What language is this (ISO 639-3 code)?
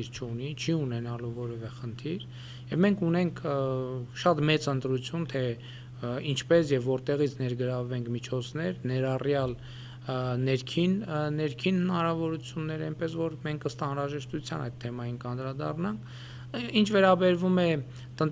hye